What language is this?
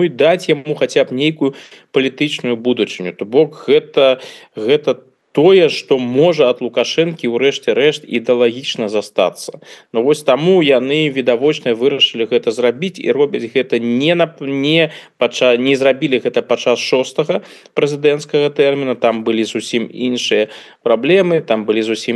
Belarusian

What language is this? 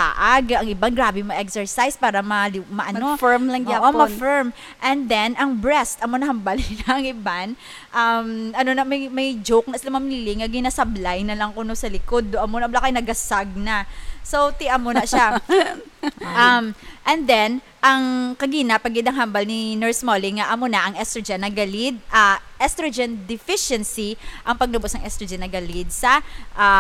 Hiligaynon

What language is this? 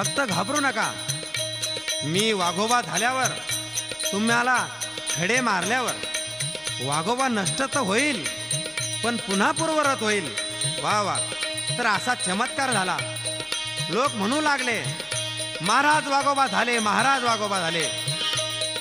Marathi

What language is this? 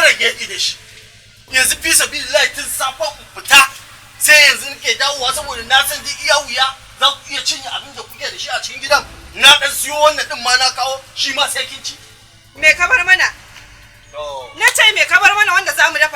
Hausa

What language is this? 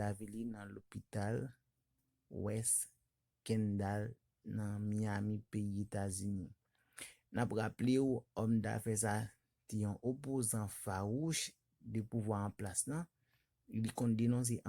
Haitian Creole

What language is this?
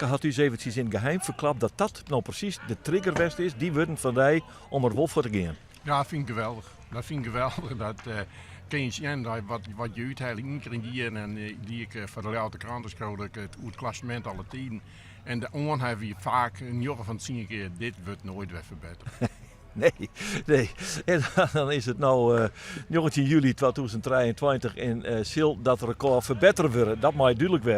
Western Frisian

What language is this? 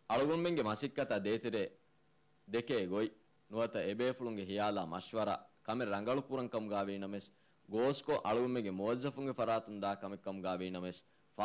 Divehi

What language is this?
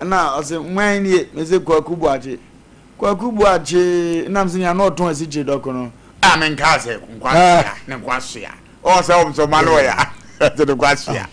Akan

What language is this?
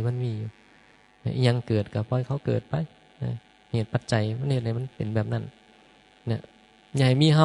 Northeastern Thai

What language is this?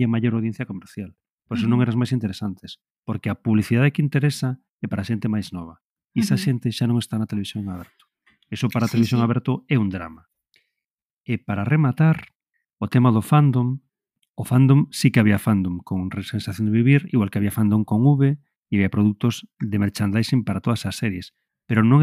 Galician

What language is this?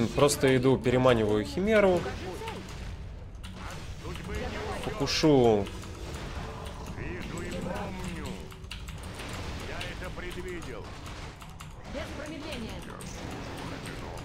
Russian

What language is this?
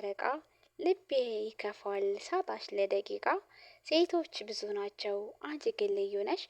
Amharic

